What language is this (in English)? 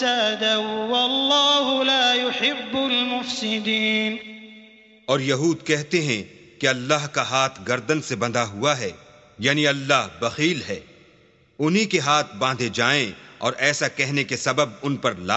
Urdu